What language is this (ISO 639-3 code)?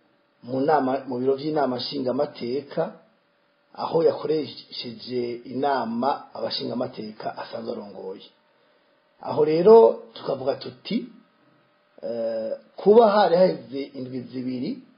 run